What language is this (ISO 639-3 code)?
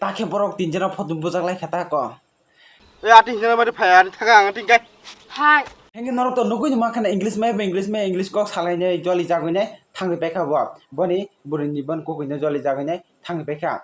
trp